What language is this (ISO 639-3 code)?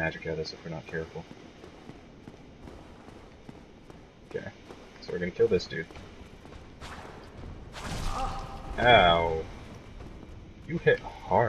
eng